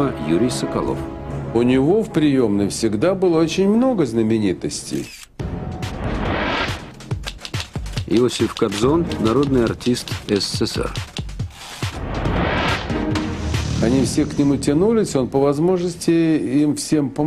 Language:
Russian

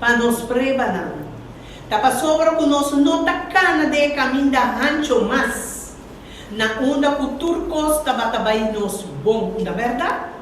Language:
Papiamento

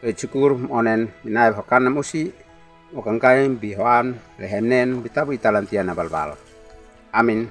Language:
Uab Meto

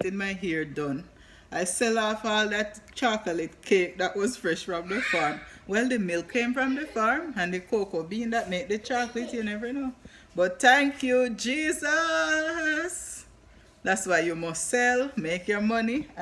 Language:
Jamaican Creole English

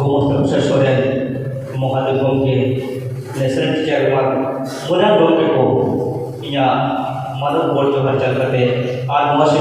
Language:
Santali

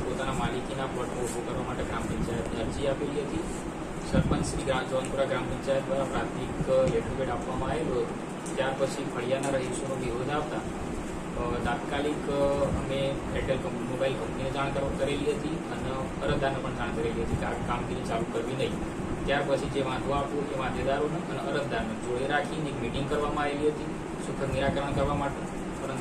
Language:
Gujarati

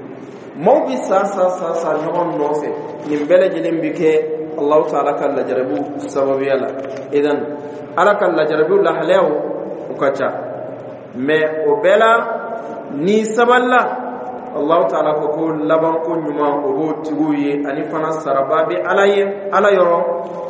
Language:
Dyula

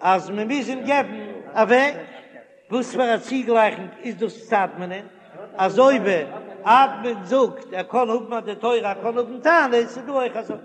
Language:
Yiddish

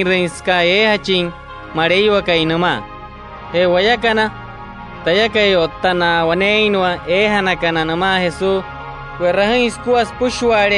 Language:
Wayuu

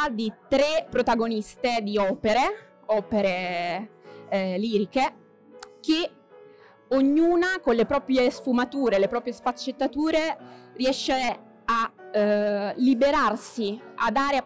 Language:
Italian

